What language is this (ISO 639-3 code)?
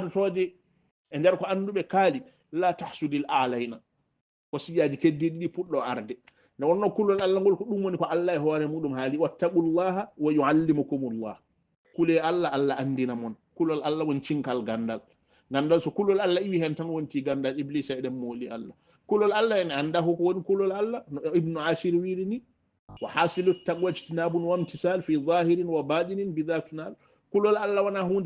ful